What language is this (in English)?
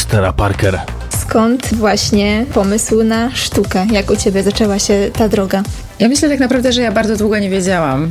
Polish